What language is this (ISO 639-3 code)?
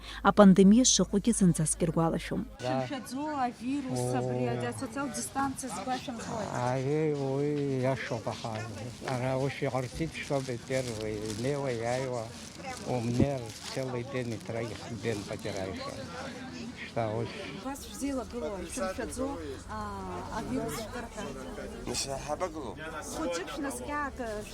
abk